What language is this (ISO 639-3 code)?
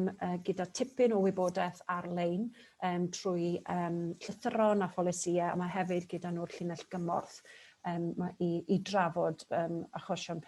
cym